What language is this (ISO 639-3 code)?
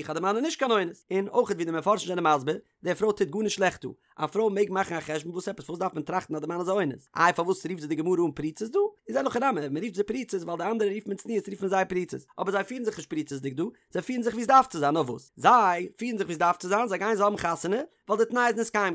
yid